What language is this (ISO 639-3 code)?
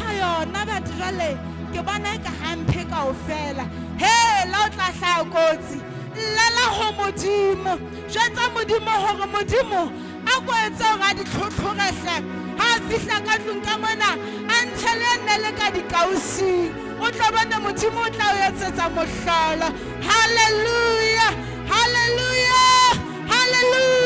sot